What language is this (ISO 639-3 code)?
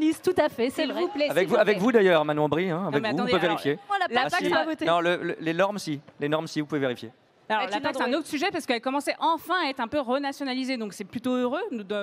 fra